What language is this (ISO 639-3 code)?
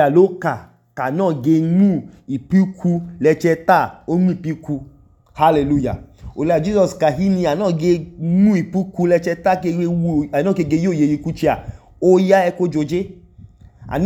idu